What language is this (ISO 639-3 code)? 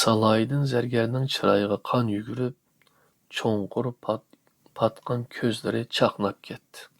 uig